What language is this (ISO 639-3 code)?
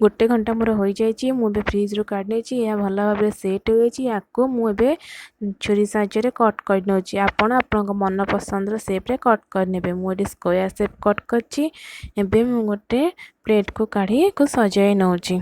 ori